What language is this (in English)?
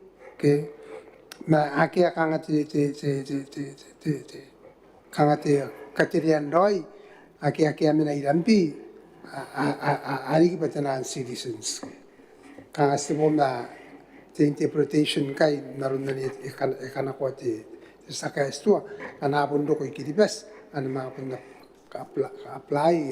Gilbertese